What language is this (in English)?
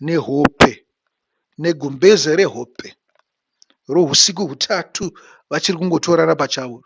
Shona